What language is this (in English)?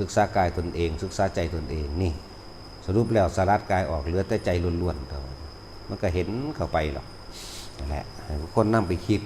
Lao